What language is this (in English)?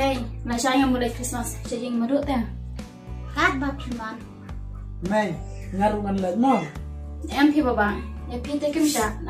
Khasi